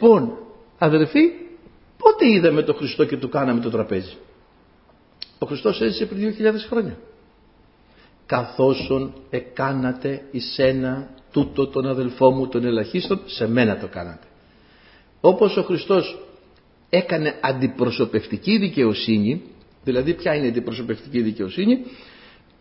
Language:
Greek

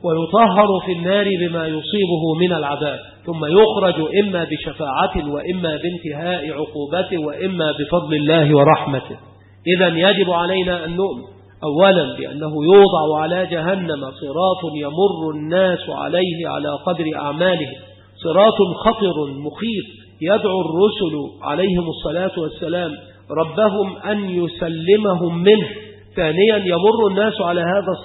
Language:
Arabic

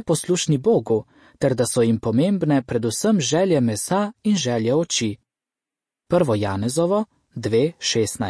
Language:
Slovenian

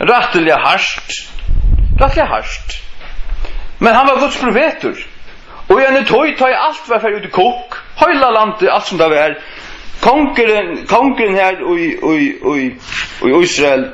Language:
Faroese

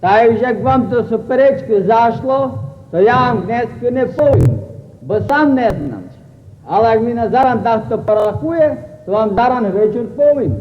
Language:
Rusyn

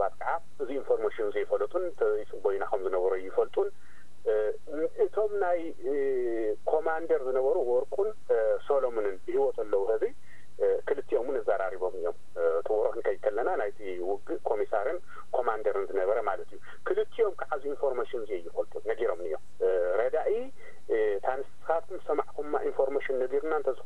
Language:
Tigrinya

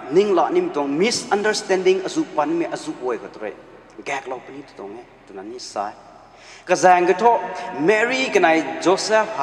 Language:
Rongmei Naga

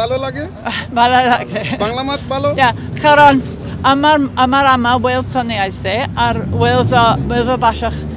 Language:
Sylheti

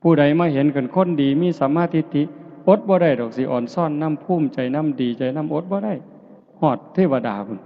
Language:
Northeastern Thai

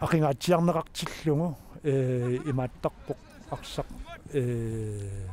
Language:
Kalaallisut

